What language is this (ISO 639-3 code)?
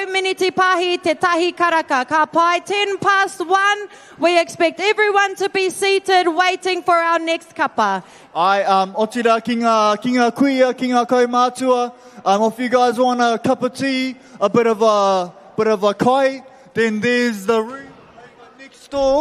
mri